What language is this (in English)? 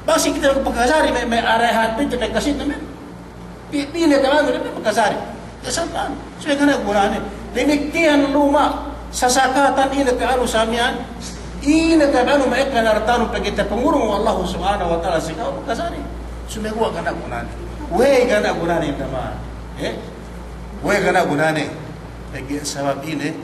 Yakan